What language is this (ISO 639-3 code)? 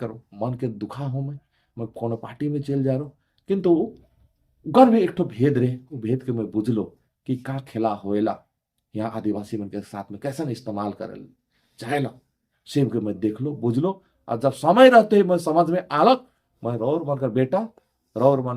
sck